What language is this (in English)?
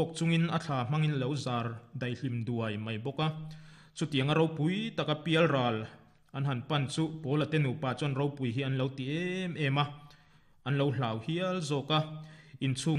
Mizo